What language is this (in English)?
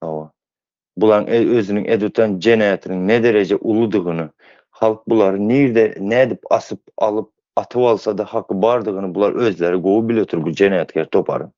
Turkmen